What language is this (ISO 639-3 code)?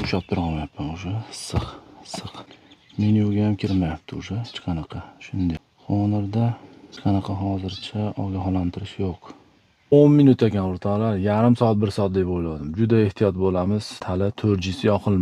uzb